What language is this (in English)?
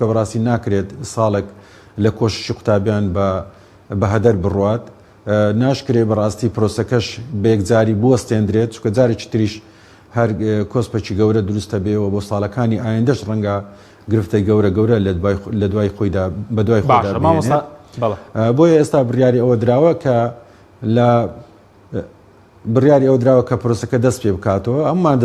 Central Kurdish